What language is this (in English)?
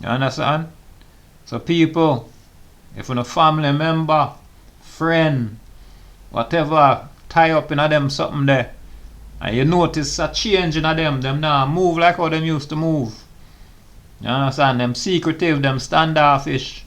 Jamaican Creole English